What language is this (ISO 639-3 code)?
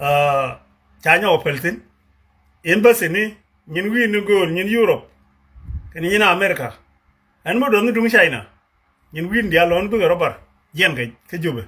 nus